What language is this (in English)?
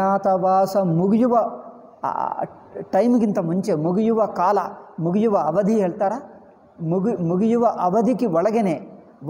Kannada